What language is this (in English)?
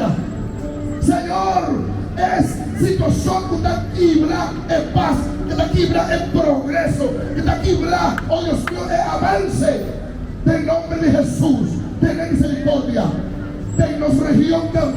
Papiamento